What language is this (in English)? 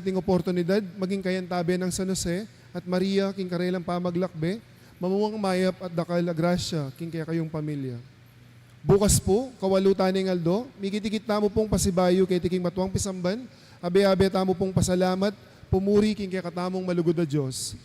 Pampanga